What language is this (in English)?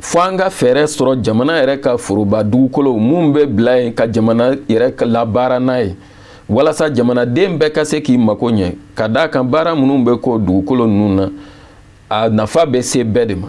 Bambara